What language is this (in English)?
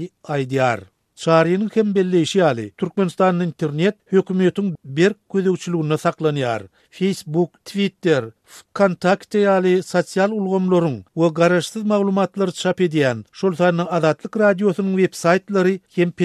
Turkmen